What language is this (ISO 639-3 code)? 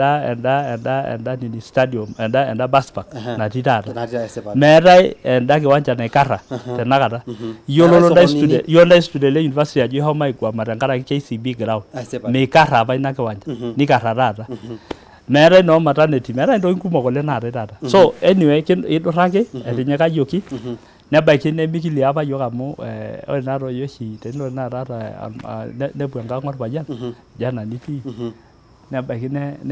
mas